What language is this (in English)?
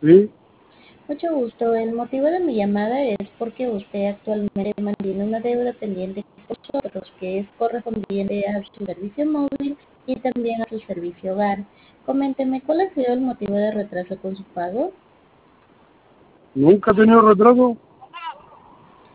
Spanish